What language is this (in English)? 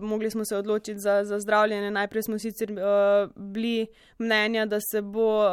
Slovenian